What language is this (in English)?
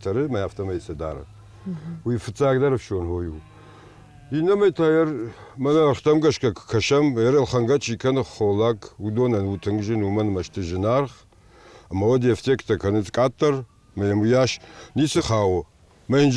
Ossetic